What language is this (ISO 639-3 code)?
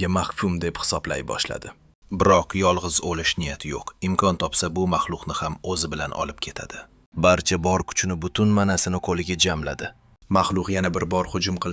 uzb